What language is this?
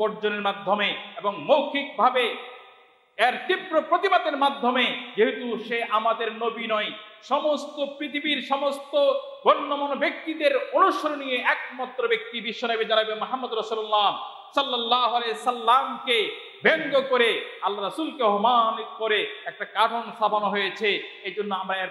Bangla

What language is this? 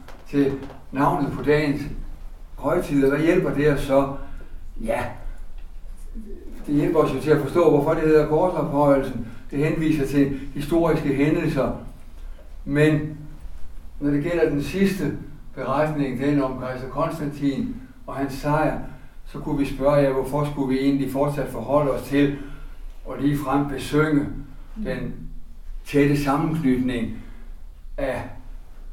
Danish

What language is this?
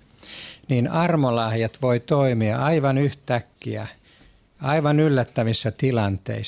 Finnish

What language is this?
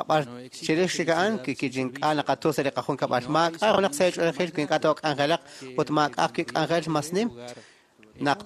Kekchí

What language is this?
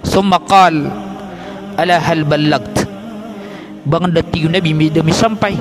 Maranao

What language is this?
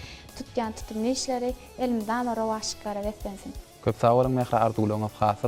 Turkmen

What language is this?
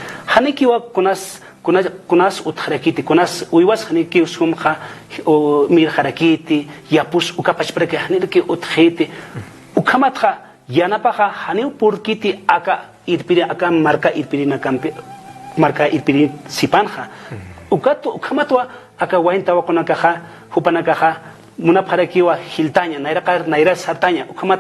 Aymara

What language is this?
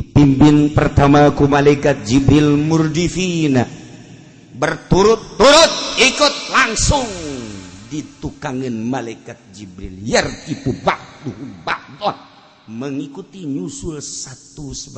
Sundanese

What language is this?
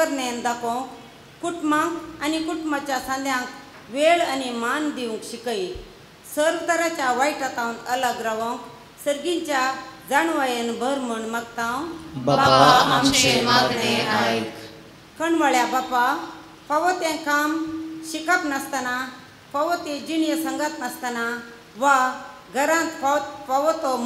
Konkani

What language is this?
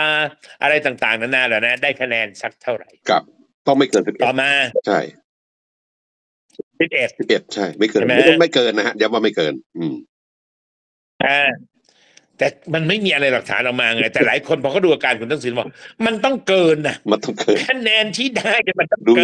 Thai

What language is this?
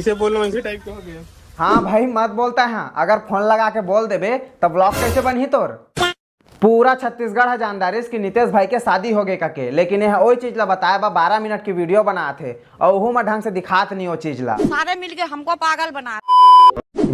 Chhattisgarhi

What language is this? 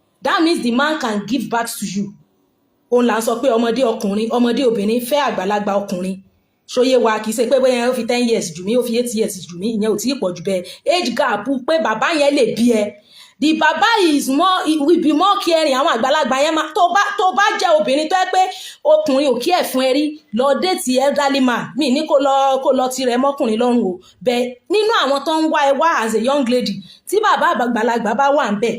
Yoruba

